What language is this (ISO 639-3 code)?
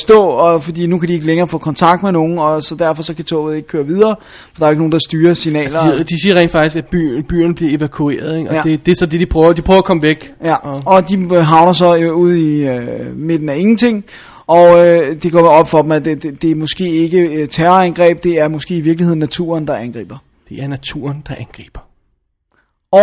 dan